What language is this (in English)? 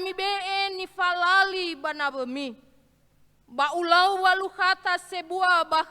Nias